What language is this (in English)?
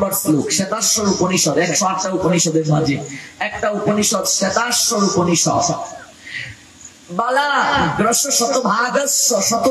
Bangla